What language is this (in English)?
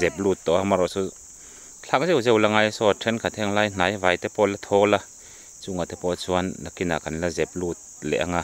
Mizo